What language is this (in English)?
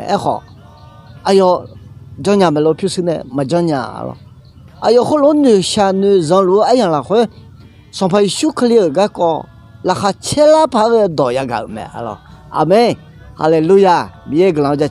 Akha